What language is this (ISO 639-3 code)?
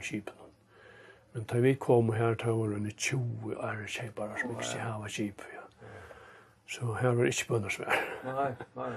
fao